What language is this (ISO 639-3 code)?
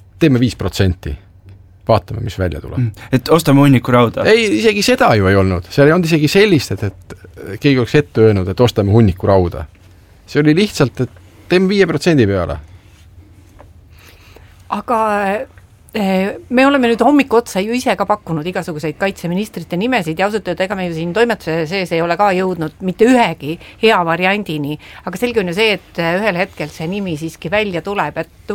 est